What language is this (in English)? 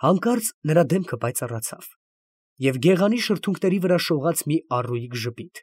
Armenian